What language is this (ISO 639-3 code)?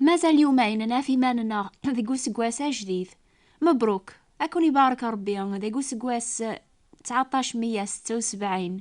kab